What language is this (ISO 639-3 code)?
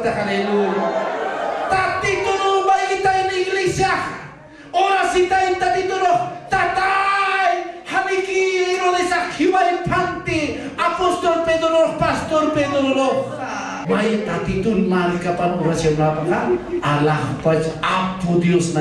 aym